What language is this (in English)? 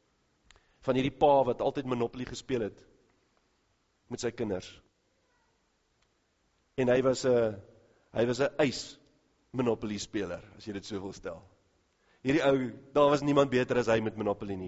Afrikaans